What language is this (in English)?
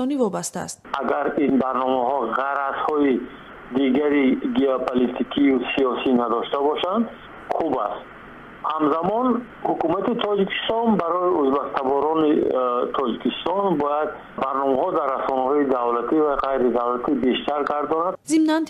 Tajik